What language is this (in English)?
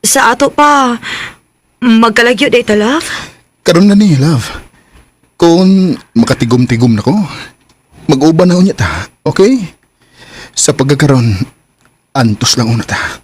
Cebuano